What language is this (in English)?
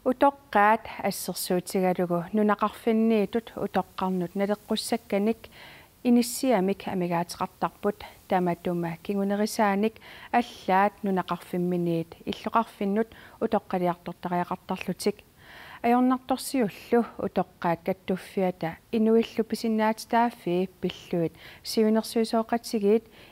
Kalaallisut